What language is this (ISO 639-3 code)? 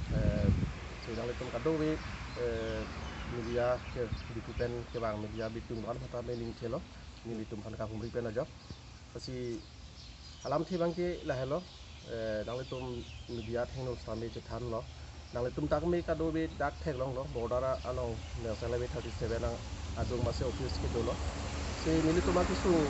mjw